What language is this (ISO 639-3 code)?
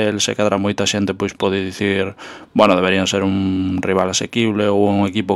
glg